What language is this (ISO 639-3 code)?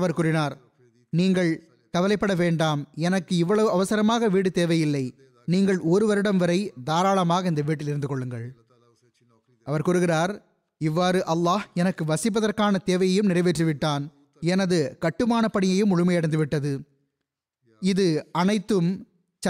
tam